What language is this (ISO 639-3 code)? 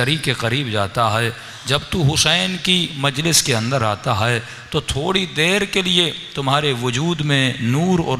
urd